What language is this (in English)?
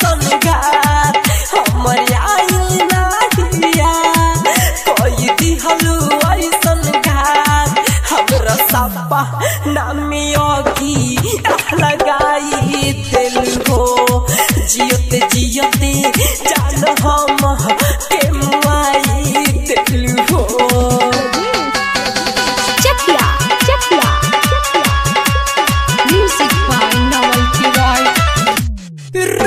Bhojpuri